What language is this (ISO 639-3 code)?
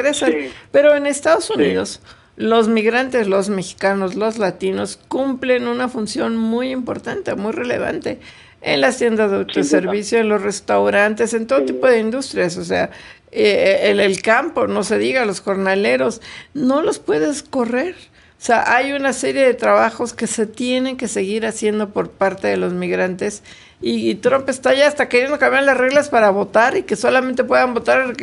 spa